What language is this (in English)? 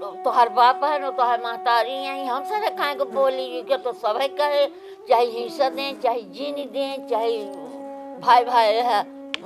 Awadhi